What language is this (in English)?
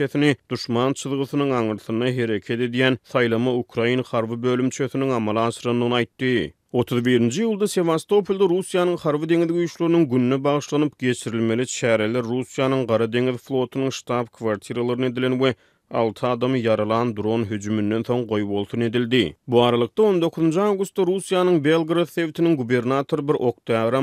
Turkmen